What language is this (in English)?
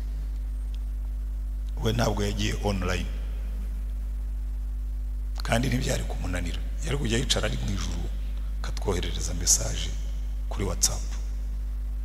Kinyarwanda